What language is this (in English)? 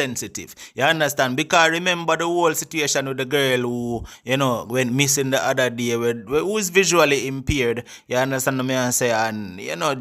Jamaican Creole English